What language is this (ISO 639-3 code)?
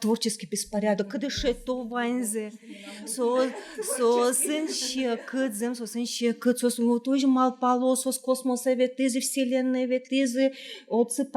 udm